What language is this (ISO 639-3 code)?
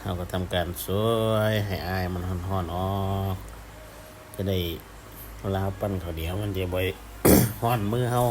lao